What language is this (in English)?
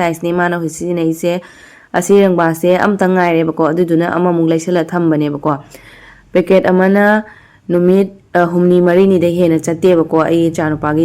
Manipuri